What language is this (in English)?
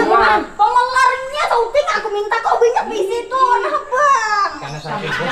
Banjar